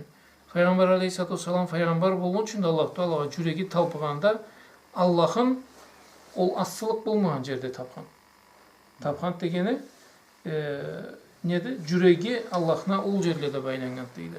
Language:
Karachay-Balkar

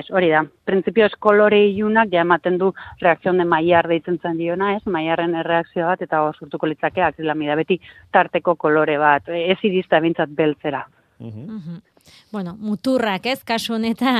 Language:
Basque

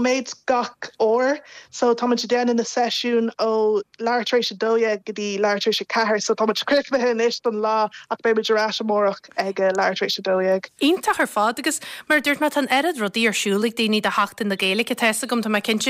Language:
Irish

